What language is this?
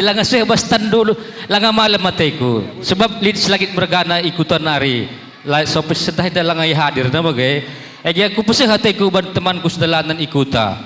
Batak Karo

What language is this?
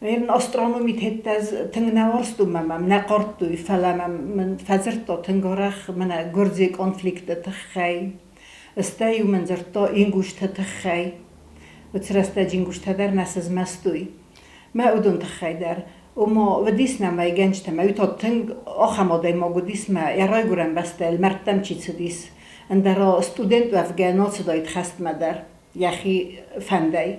Ossetic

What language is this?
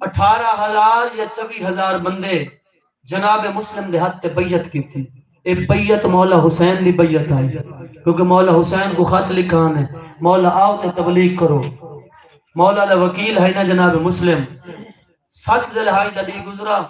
Saraiki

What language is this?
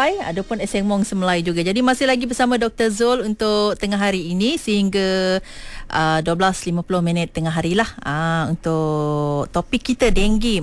Malay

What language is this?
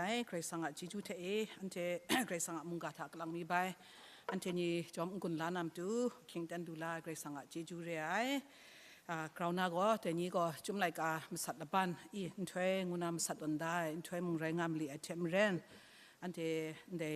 Kachin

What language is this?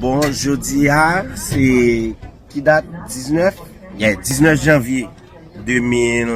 Haitian Creole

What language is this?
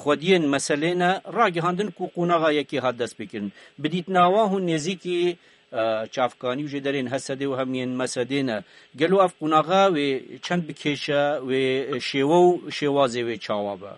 Kurdish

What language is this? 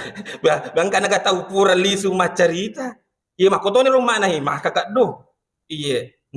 Buginese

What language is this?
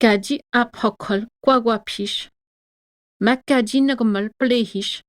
Atikamekw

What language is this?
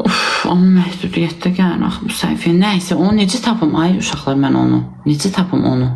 Azerbaijani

